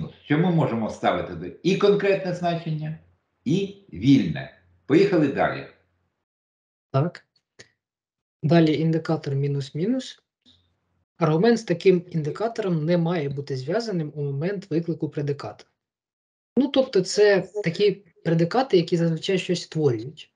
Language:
Ukrainian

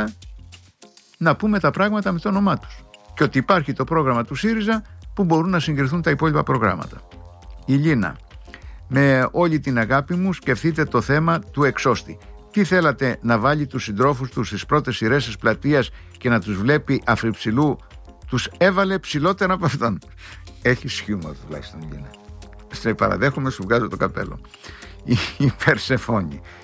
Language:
Greek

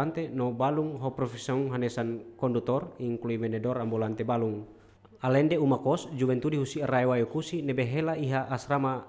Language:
Tetum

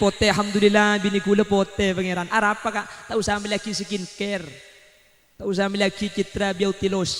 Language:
Madurese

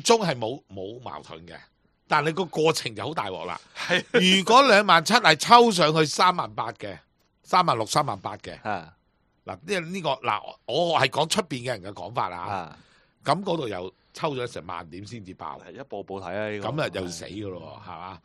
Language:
Cantonese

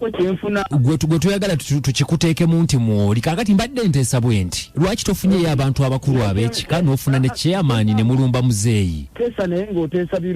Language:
Ganda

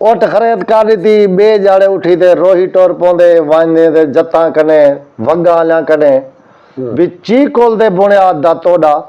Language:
Saraiki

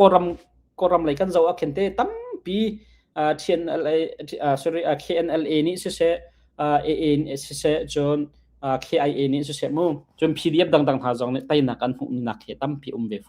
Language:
Hakha Chin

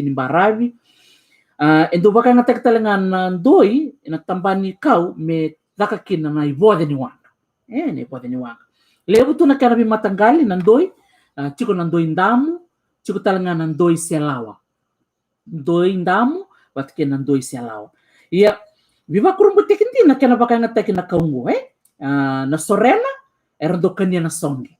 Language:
Fijian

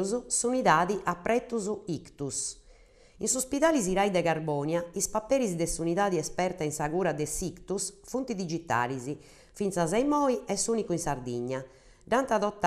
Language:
Sardinian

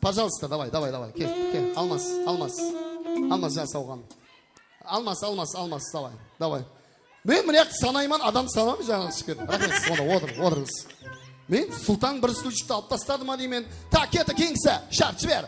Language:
Kara-Kalpak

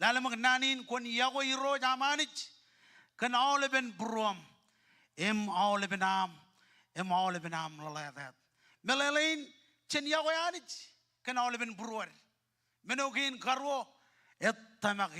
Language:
Marshallese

